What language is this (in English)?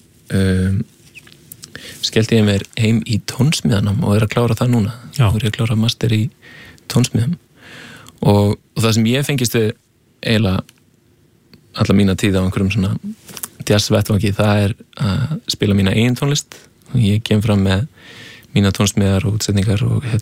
Icelandic